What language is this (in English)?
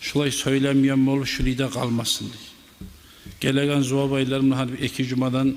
Kumyk